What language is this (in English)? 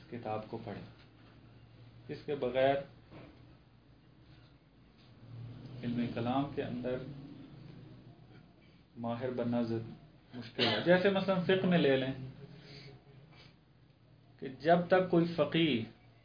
Urdu